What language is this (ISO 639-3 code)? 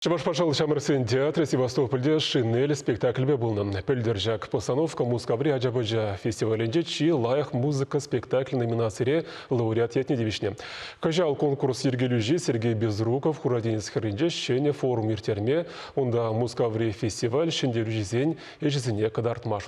chv